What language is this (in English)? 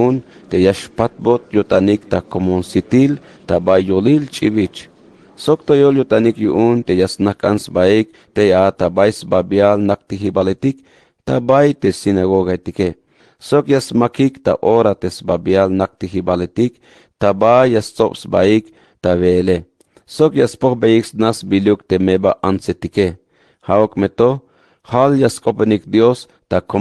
Tzeltal